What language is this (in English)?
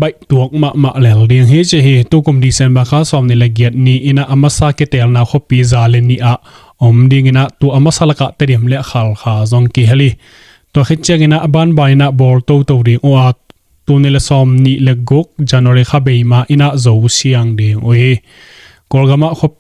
Tedim Chin